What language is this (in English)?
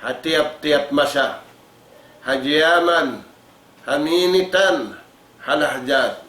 Tausug